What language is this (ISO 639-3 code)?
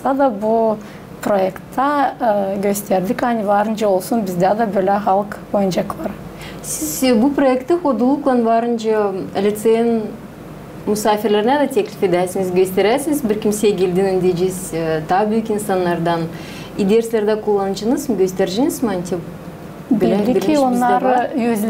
gag